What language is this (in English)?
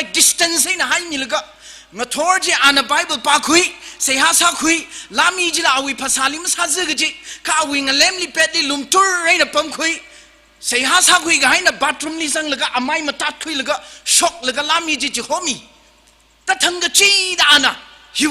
Tangkhul Naga (India)